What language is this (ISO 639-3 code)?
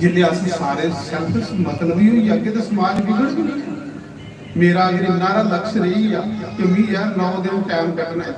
doi